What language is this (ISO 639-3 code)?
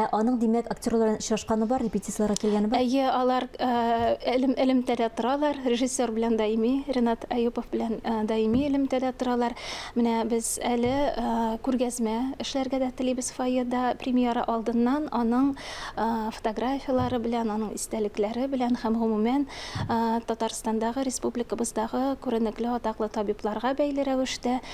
tat